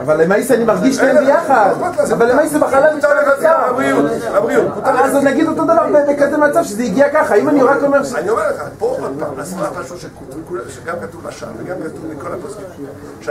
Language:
Hebrew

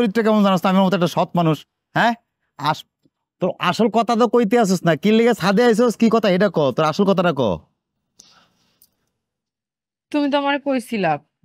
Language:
Bangla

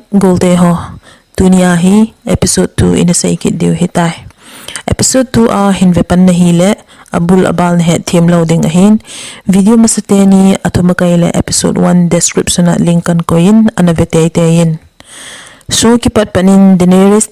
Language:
Thado Chin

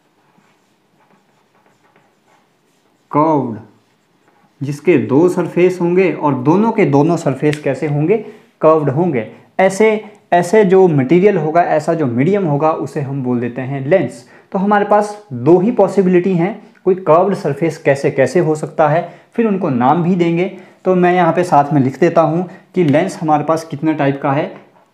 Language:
Hindi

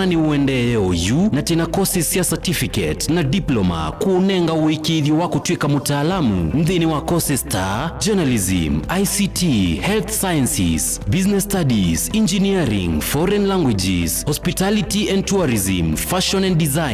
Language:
Kamba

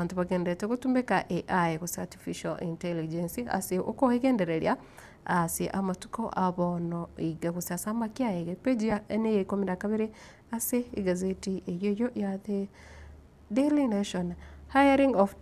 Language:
Gusii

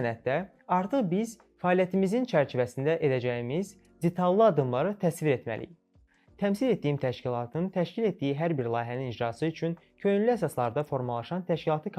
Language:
Azerbaijani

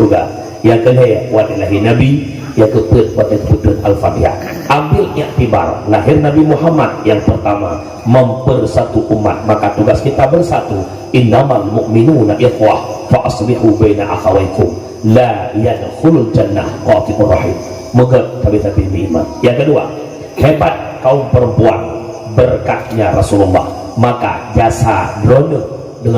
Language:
Achinese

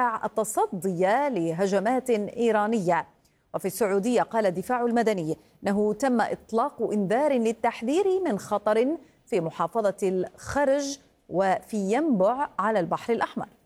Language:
Arabic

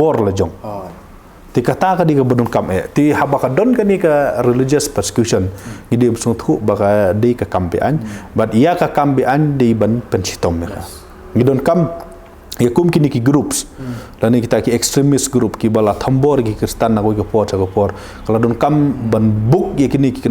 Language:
Khasi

